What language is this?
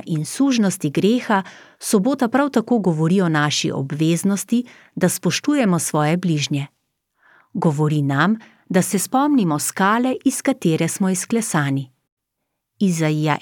Slovenian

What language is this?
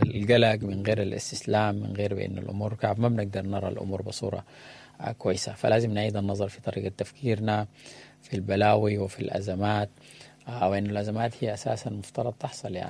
Sudanese Arabic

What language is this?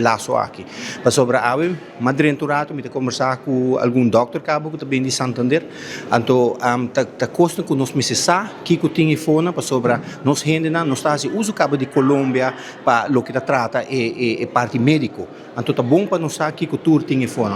Papiamento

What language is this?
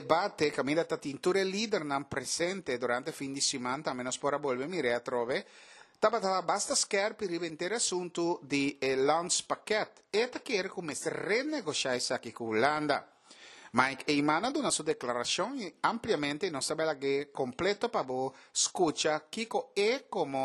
Papiamento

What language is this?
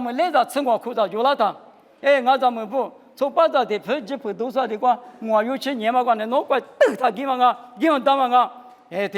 Lisu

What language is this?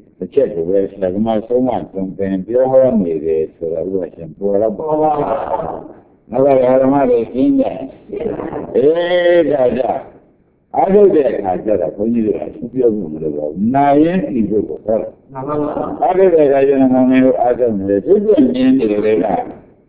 Burmese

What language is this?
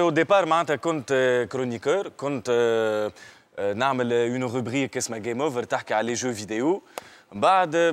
Tunisian Arabic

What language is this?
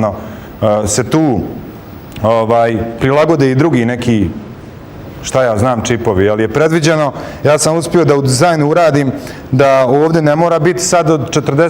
Bosnian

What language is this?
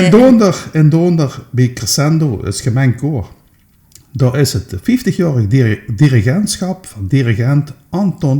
Limburgish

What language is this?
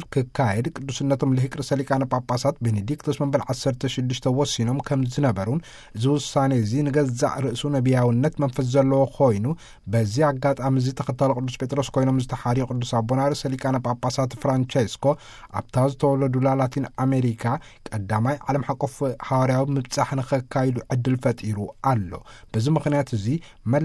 Tigrinya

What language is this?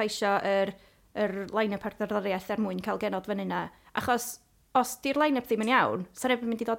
Welsh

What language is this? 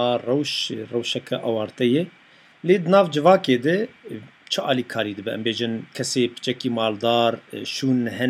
Kurdish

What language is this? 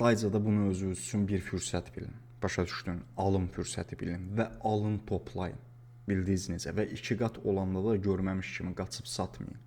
Azerbaijani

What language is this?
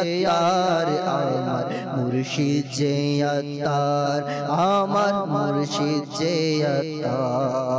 Bangla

